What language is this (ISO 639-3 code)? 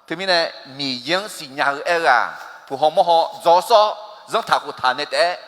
ahk